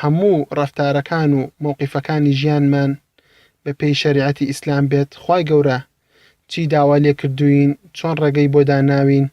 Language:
Central Kurdish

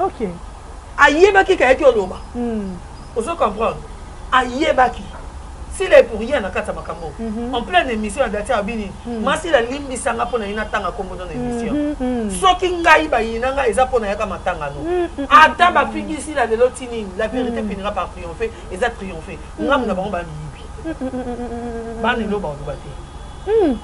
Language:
Lingala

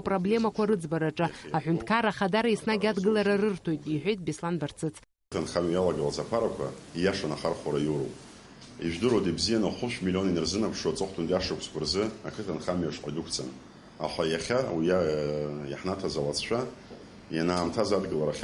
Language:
Abkhazian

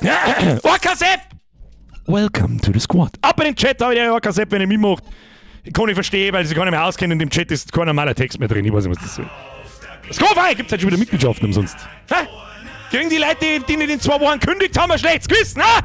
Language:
Bavarian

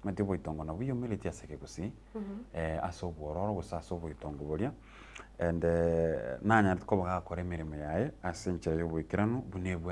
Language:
Gusii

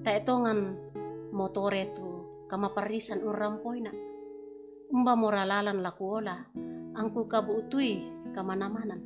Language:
Toraja-Sa'dan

